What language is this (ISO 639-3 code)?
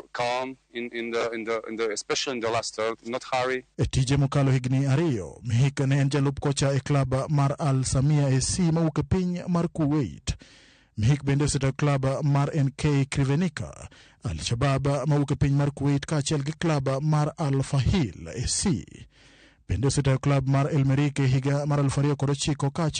luo